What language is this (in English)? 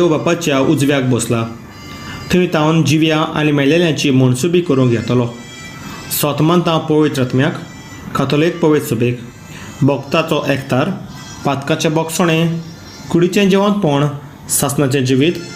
Konkani